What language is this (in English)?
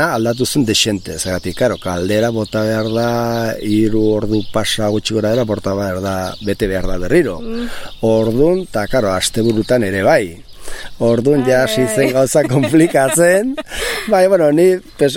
Basque